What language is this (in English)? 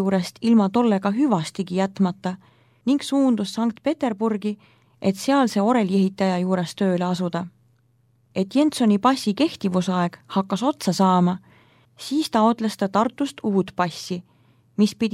Estonian